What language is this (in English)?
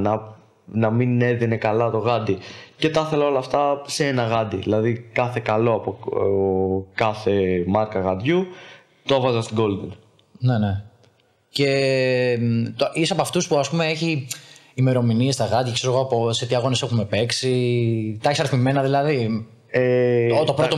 Greek